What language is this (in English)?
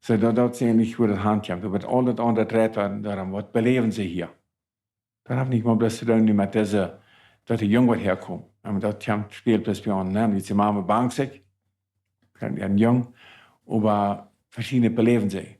Plautdietsch